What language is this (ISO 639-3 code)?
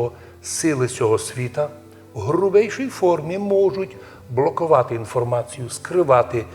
rue